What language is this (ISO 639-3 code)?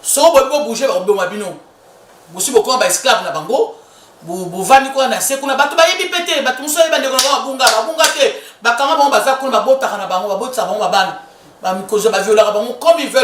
lin